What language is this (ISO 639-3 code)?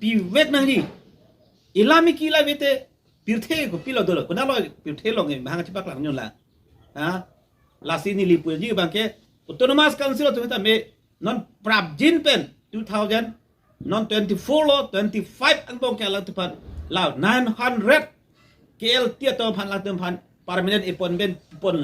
mjw